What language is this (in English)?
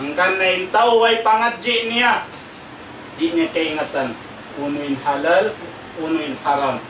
Tausug